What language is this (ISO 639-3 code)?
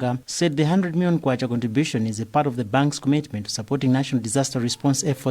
eng